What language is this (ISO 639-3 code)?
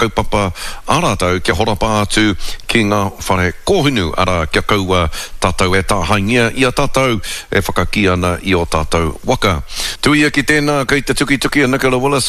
mri